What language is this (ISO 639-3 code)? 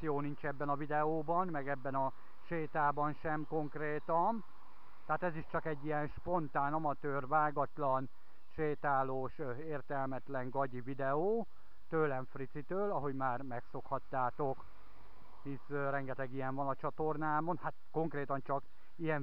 hun